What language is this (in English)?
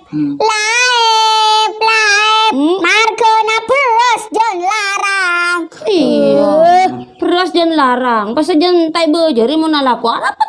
Madurese